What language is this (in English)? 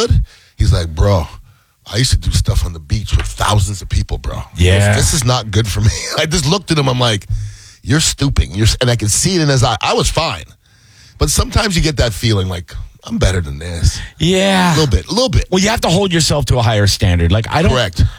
English